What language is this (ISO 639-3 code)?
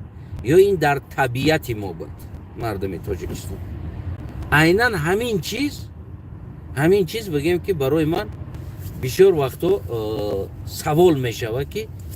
tgk